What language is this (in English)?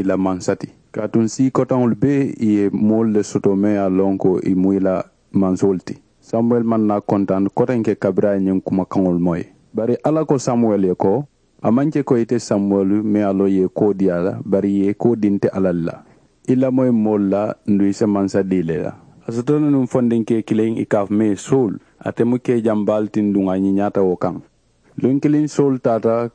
Mandingo